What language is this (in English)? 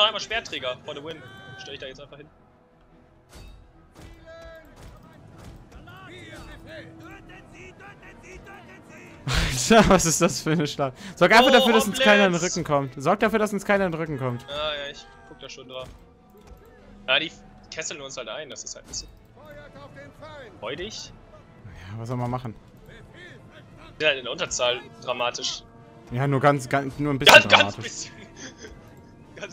German